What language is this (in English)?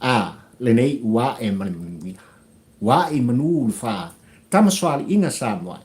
Samoan